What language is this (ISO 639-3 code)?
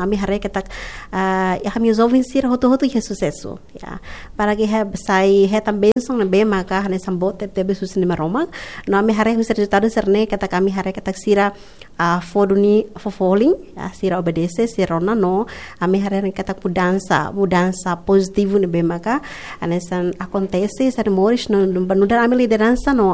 tet